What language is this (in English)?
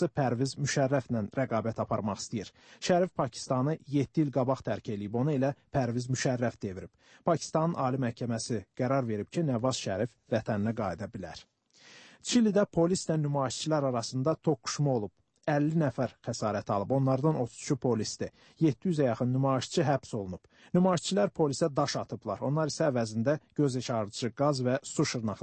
Azerbaijani